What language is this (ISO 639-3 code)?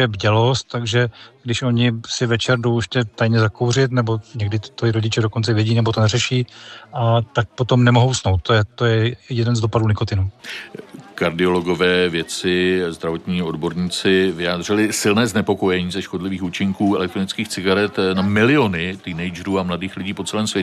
ces